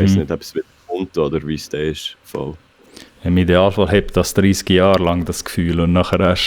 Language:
Swiss German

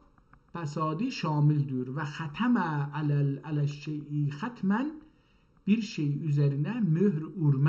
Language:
South Azerbaijani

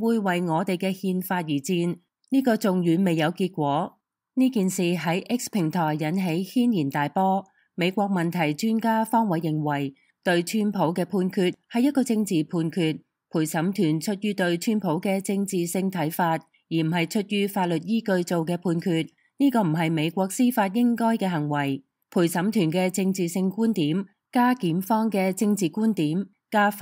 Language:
Cantonese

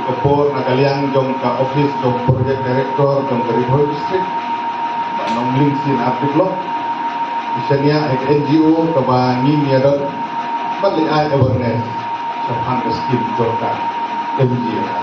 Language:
Khasi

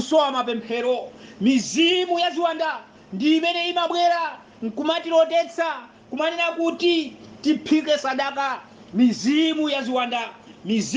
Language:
Nyanja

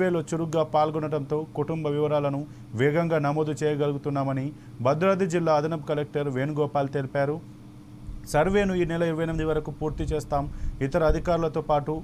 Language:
Telugu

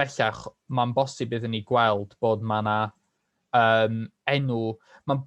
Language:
Welsh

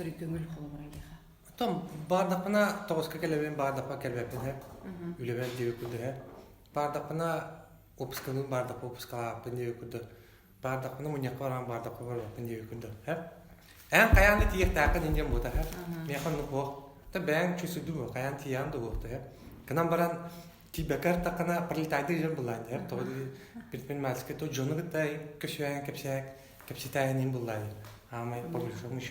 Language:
Yakut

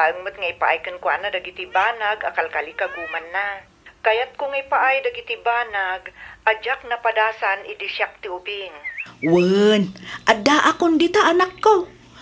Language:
Iloko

